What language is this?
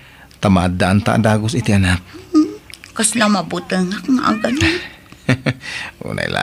Iloko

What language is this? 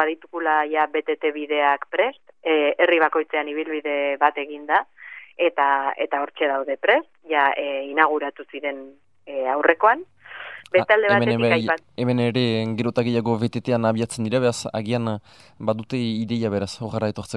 Basque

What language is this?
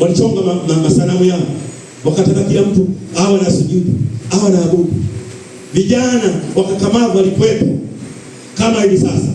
Swahili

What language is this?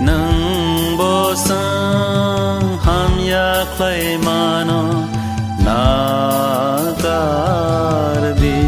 Kok Borok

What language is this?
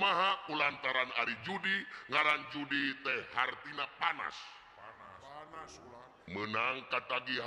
Sundanese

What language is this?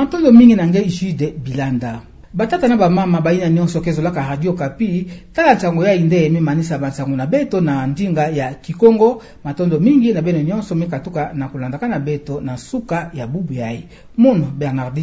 Kituba (Democratic Republic of Congo)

